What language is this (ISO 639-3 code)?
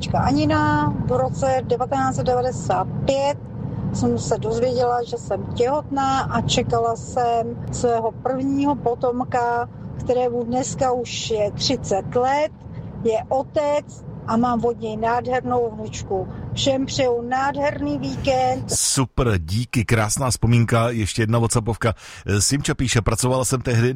ces